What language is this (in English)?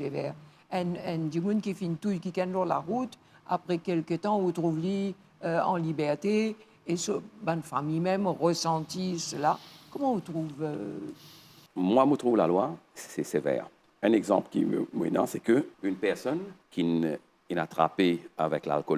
Morisyen